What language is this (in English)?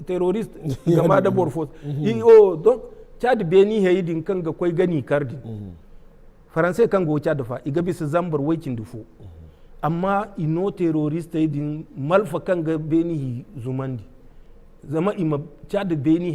Zarma